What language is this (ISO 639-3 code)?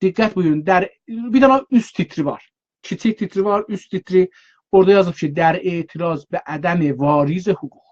azb